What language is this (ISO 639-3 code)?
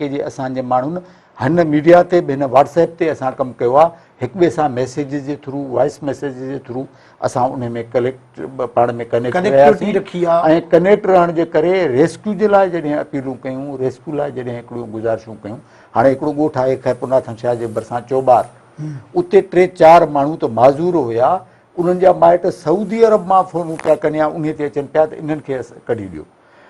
snd